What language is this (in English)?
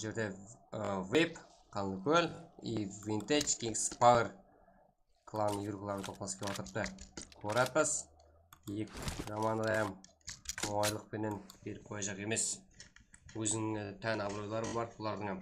Kara-Kalpak